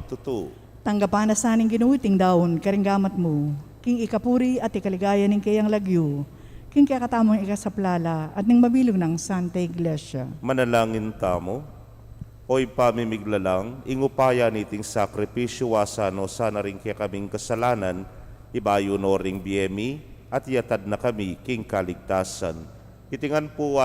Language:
Pampanga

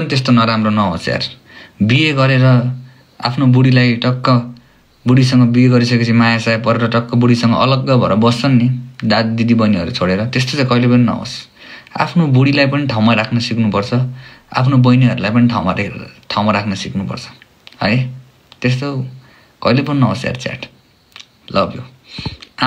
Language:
Nepali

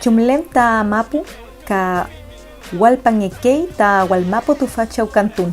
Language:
Mapuche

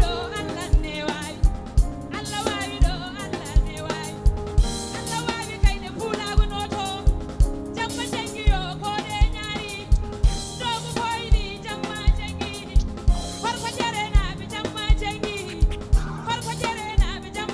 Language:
Fula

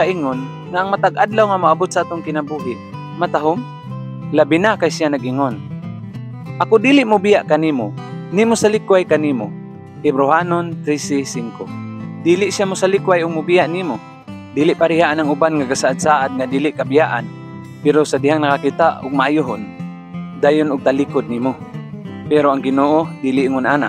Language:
Cebuano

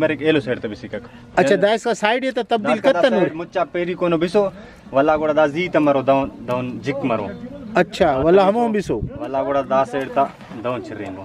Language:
Brahui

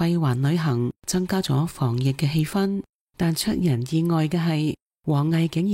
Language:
Cantonese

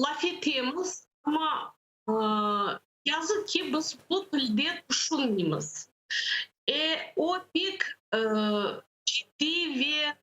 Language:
Crimean Tatar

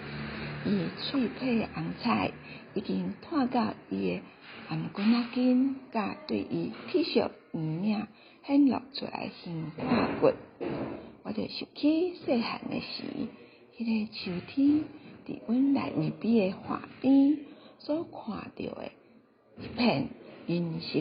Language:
Min Nan Chinese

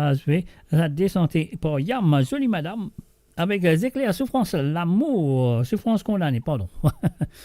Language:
Morisyen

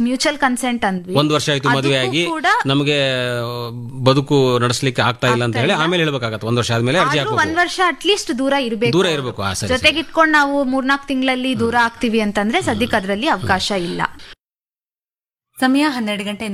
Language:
Kannada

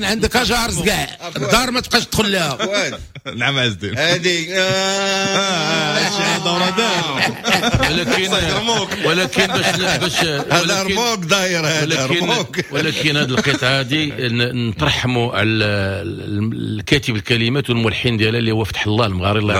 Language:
Moroccan Arabic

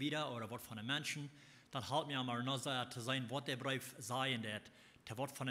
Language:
Plautdietsch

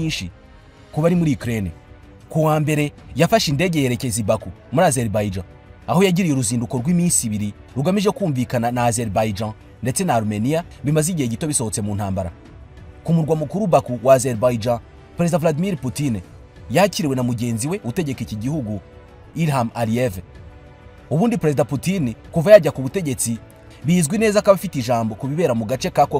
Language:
Kinyarwanda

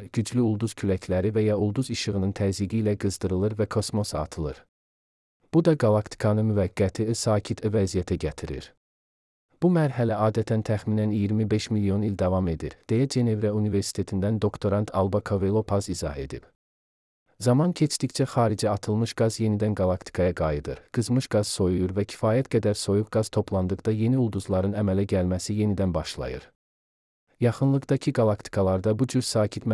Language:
Azerbaijani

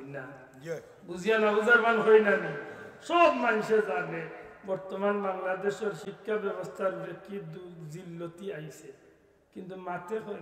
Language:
Sylheti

